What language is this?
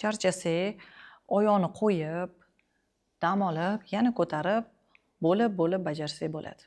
Uzbek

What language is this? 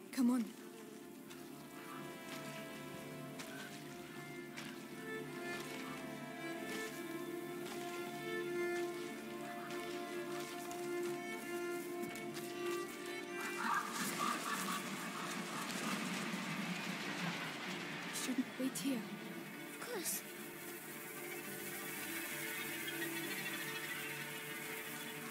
English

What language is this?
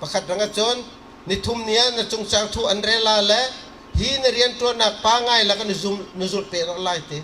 Bawm Chin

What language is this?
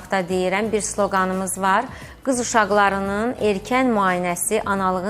Azerbaijani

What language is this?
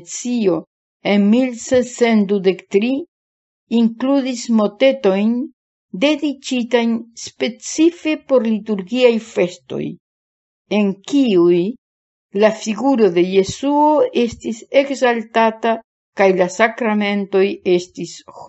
Esperanto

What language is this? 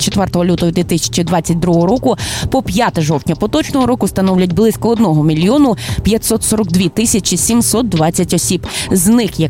Ukrainian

